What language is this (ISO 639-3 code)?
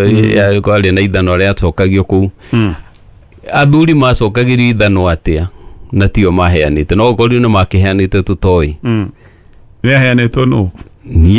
kik